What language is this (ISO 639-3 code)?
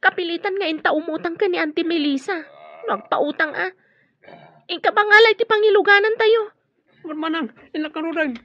ilo